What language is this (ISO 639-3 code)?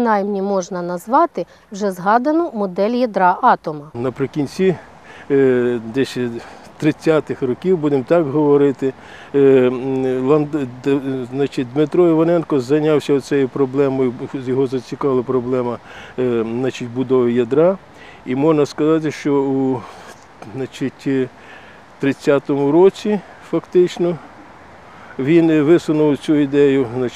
ukr